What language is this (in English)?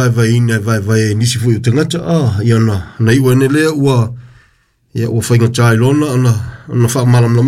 Samoan